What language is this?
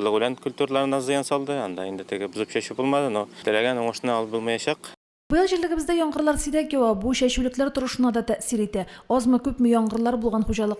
Tatar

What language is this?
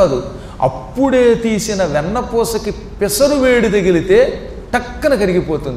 Telugu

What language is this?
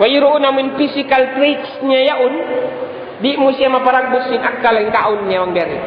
Tausug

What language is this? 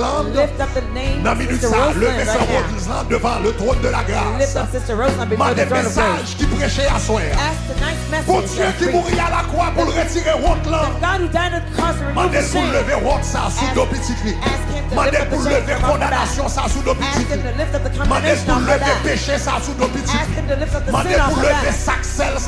Haitian Creole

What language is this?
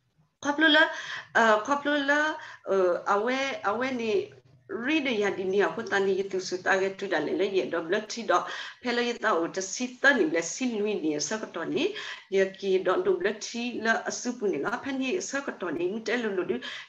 S'gaw Karen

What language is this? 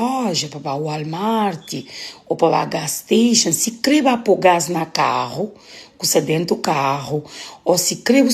Kabuverdianu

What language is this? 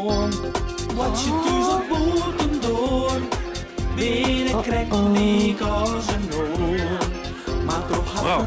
Western Frisian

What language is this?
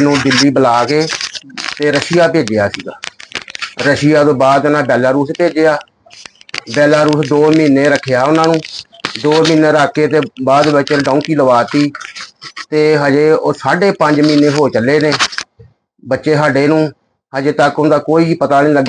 Punjabi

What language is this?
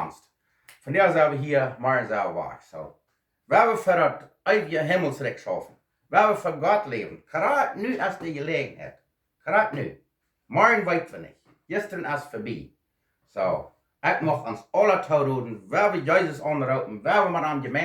Plautdietsch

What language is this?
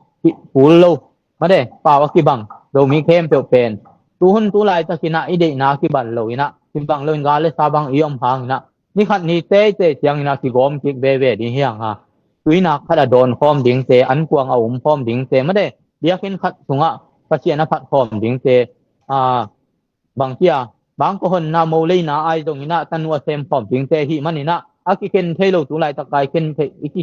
Tedim Chin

